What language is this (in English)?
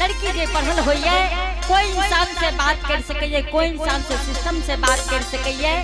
Angika